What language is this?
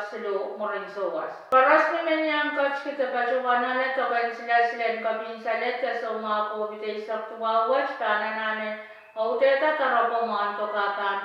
Pohnpeian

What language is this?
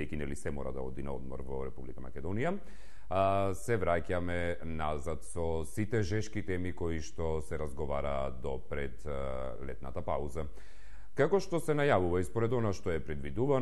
Macedonian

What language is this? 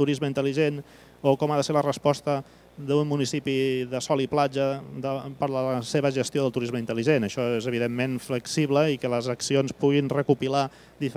Catalan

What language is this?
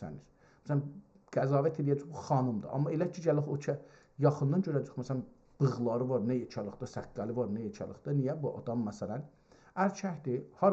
South Azerbaijani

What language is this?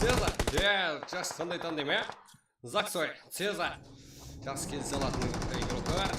Kara-Kalpak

